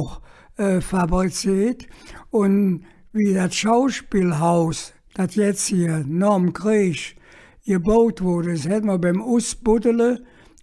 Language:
Colognian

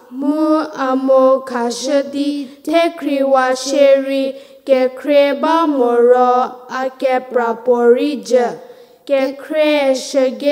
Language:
Angami Naga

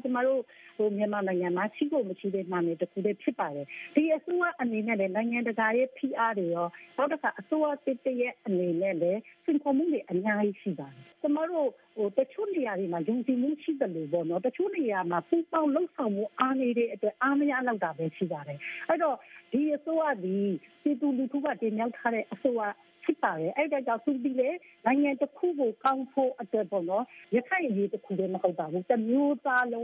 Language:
Burmese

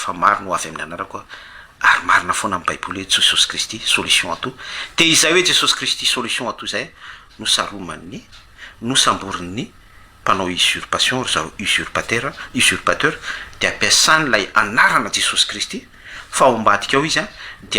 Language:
Malagasy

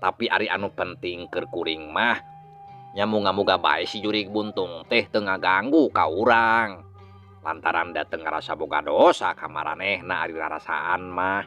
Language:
Sundanese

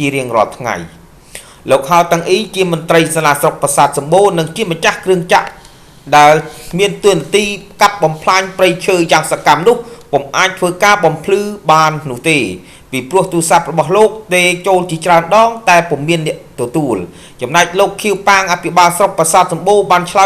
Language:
Khmer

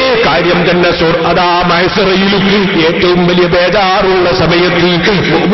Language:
Malayalam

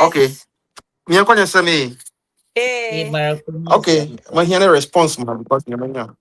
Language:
Ewe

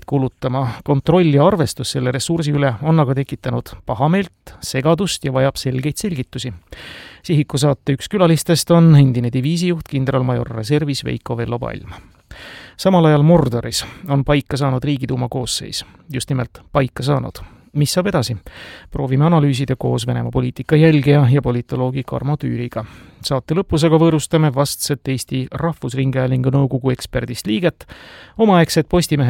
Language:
Estonian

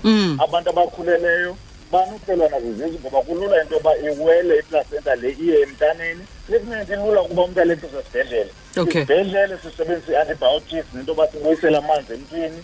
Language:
Xhosa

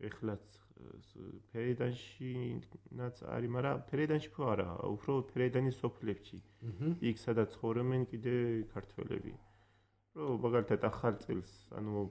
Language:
Georgian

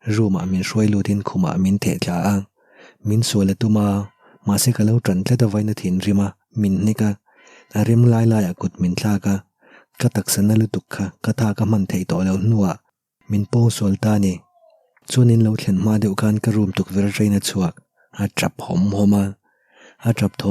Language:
Mizo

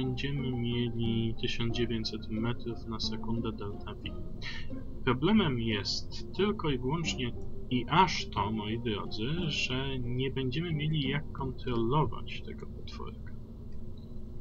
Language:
Polish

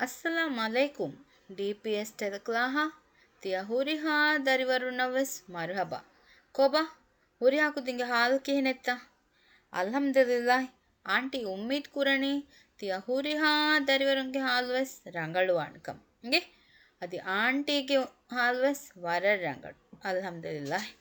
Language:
Divehi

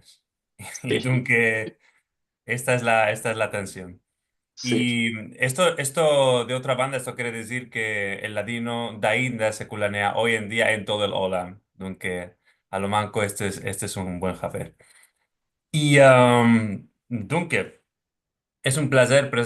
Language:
Ladino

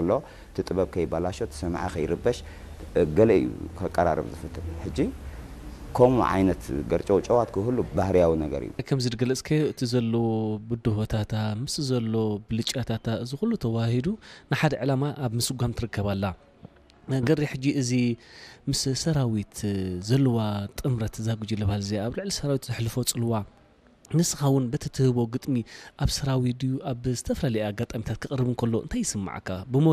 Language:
Tigrinya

